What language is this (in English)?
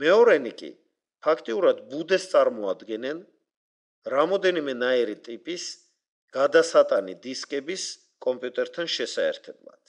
Georgian